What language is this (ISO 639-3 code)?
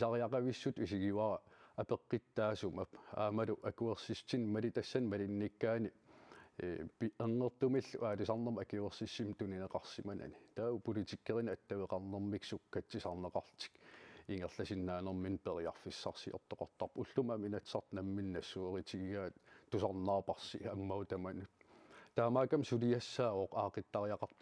kal